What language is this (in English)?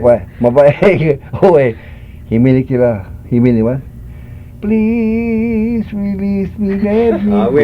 Hawaiian